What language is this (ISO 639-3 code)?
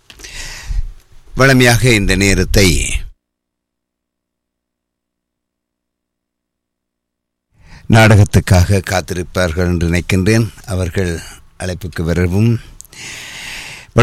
tam